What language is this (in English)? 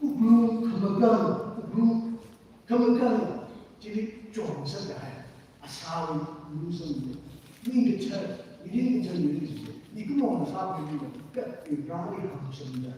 Tangkhul Naga (India)